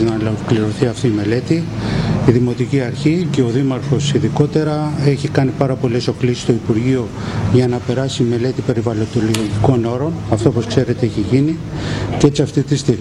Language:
Greek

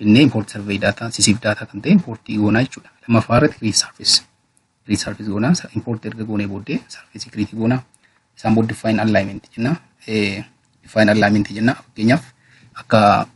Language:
Oromo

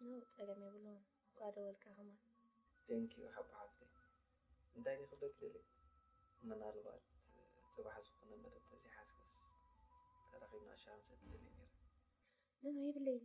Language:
Tigrinya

